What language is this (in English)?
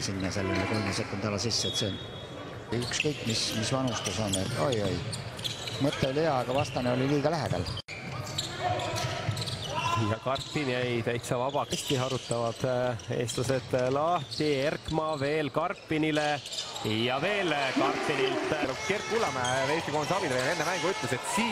Estonian